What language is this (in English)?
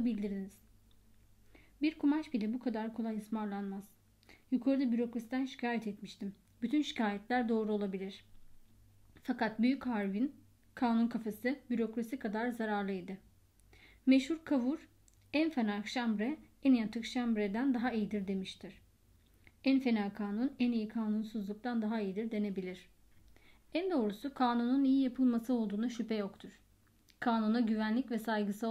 Turkish